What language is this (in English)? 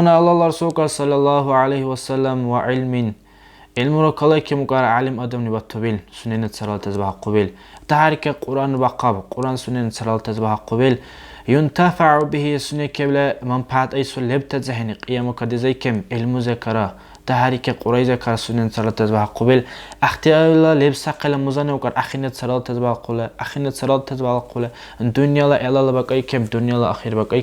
Dargwa